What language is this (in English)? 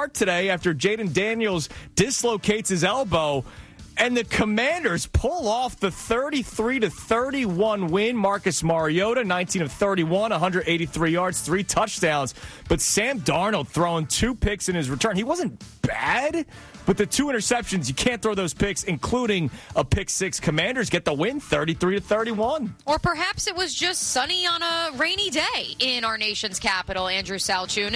English